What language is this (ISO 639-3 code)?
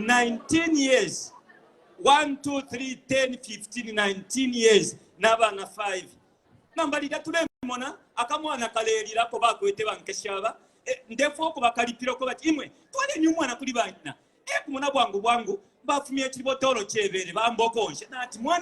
bem